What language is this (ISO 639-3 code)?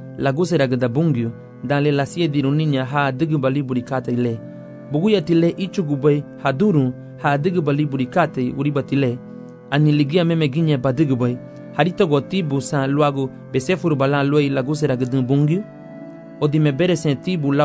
cab